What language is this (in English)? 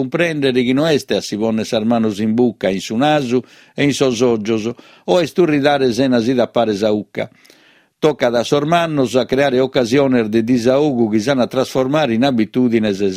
Sardinian